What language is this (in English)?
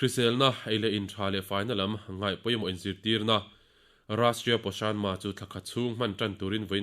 Mizo